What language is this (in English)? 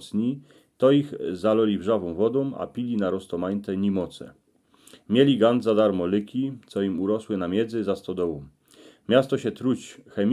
Silesian